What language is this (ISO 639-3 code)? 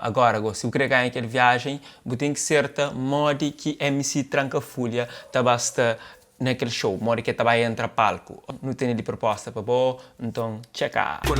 kea